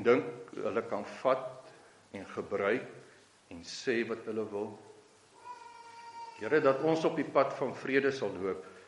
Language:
Afrikaans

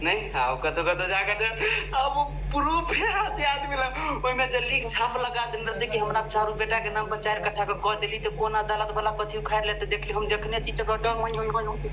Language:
Maithili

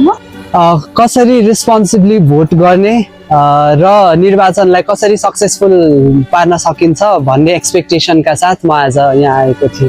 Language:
Nepali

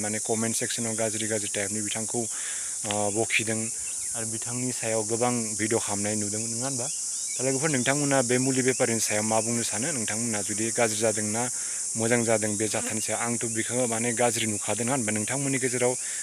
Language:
Bodo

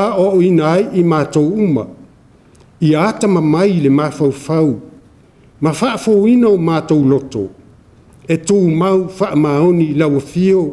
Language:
Samoan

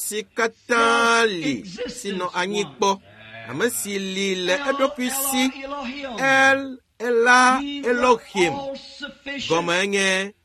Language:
Ewe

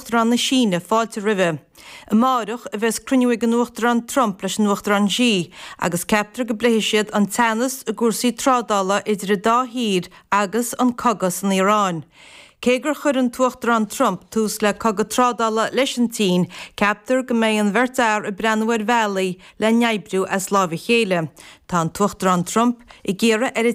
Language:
Irish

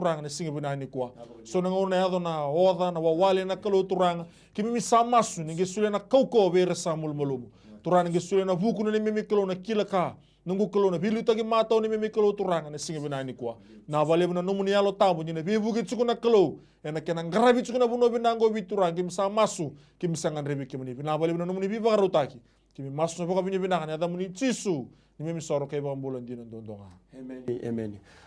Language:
Fijian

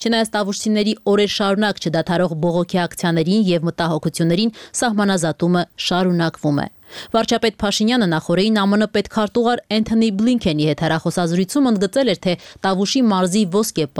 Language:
Armenian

